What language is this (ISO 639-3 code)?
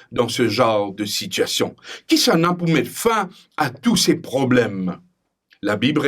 mfe